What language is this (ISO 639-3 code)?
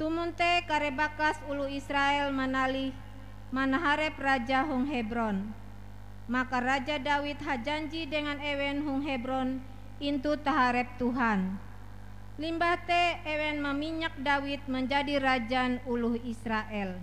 nij